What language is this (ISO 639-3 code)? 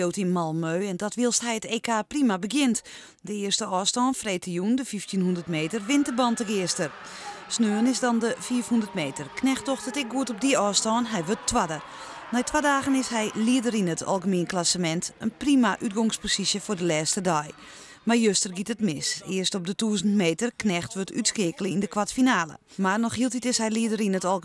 fry